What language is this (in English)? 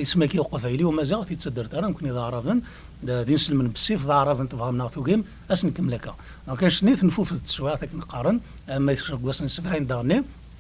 Kabyle